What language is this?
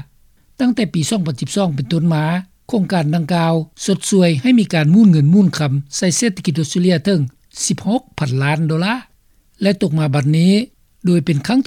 Lao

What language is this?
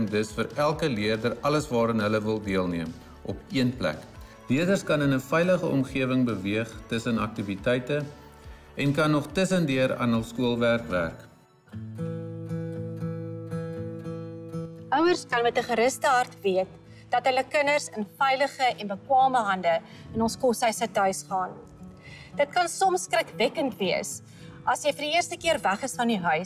Afrikaans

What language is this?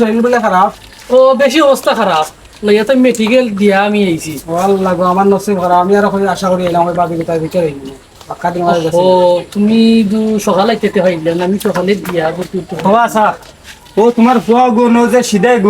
Sylheti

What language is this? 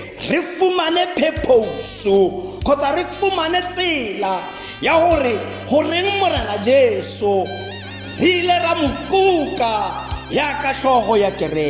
Tswana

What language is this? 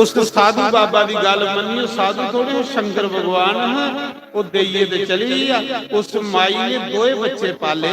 Dogri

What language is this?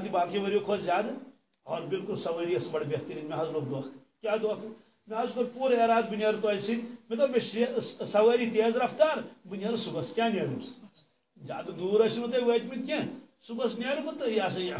Kashmiri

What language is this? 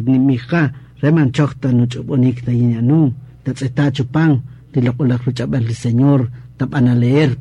Kaqchikel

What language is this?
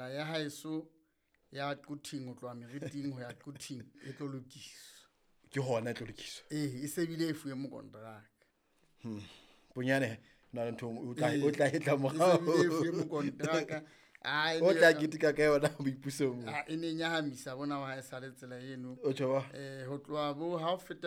Southern Sotho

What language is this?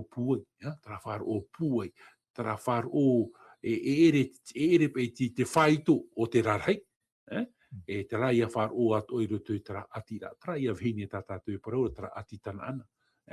Tahitian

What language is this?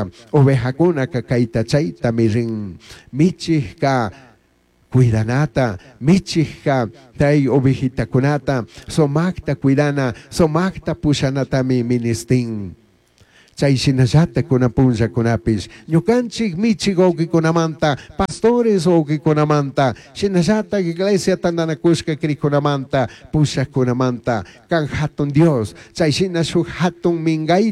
Chimborazo Highland Quichua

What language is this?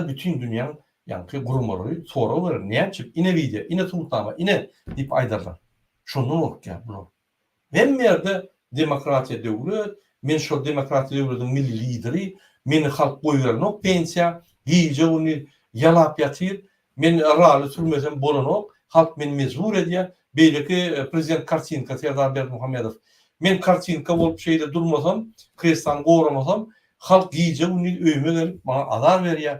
Turkmen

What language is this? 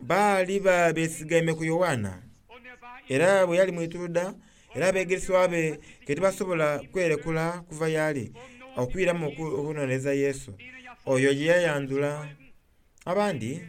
Soga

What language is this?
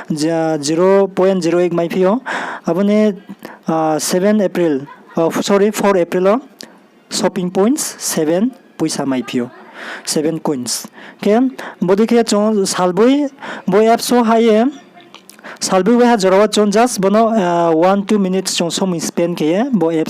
Riang (India)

